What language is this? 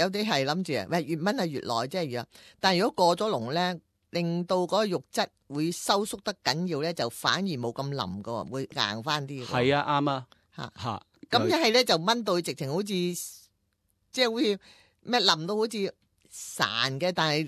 Cantonese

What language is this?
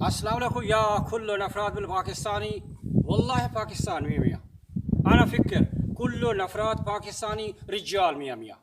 Saraiki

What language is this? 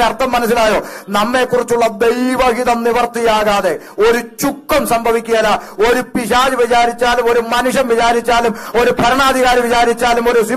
Malayalam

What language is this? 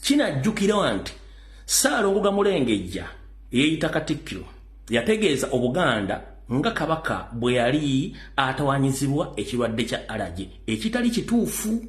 Ganda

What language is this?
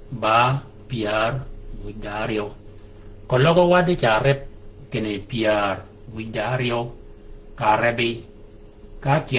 Shilluk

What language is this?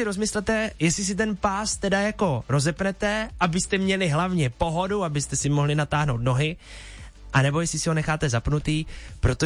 Czech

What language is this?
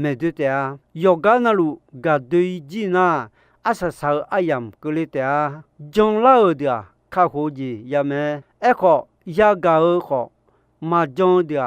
Akha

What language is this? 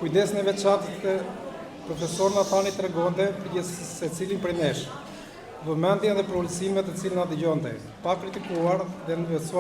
Albanian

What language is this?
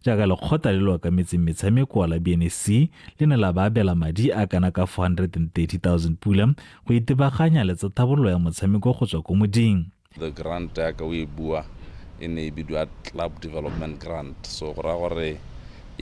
Tswana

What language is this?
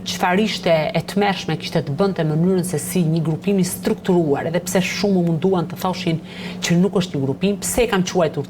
Albanian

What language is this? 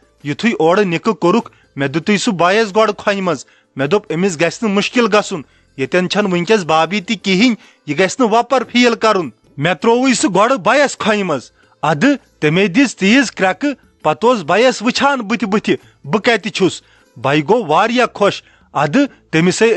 Kashmiri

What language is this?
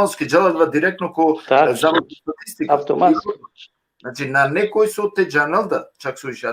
Balkan Romani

